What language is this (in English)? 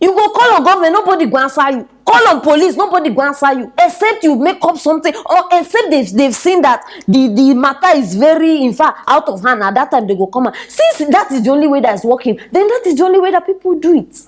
Nigerian Pidgin